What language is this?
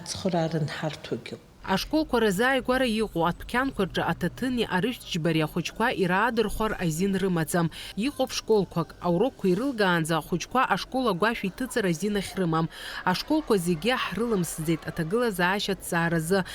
Abkhazian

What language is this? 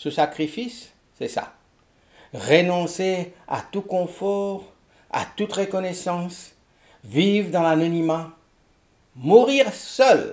Morisyen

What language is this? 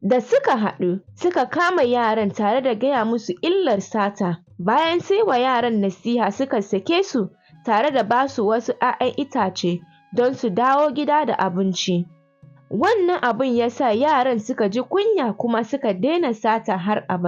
Hausa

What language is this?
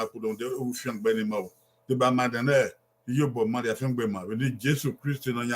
Bini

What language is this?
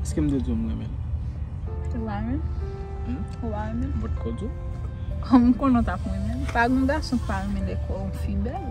Haitian Creole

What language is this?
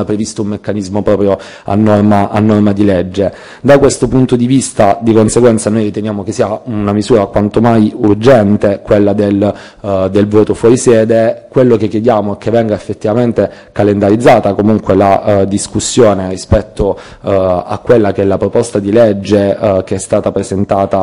Italian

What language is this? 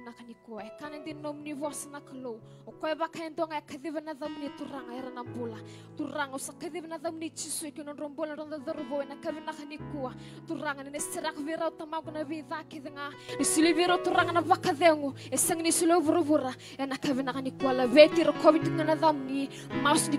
Fijian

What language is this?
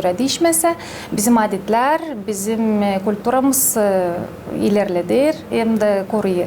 Gagauz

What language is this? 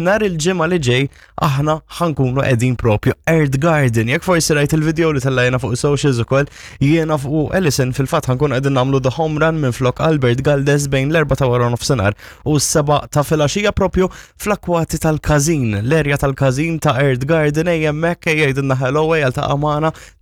Maltese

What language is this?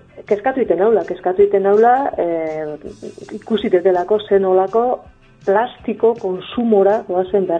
Basque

